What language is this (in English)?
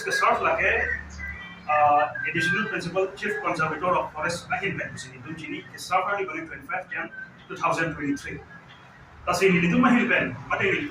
Karbi